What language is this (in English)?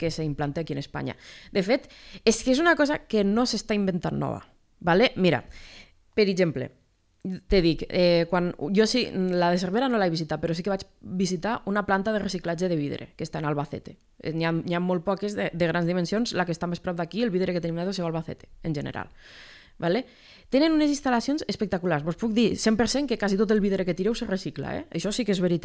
Catalan